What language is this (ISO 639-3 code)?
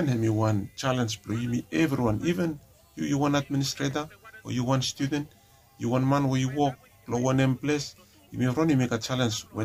bis